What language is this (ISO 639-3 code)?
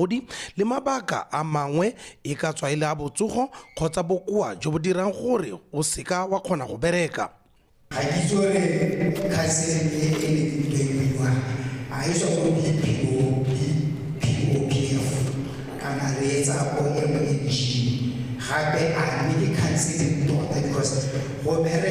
tsn